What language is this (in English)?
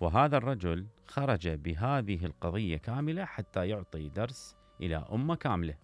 Mesopotamian Arabic